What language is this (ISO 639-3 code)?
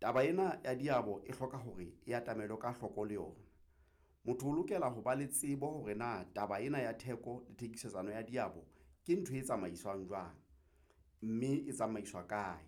sot